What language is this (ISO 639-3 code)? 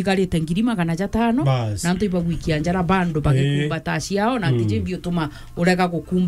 mer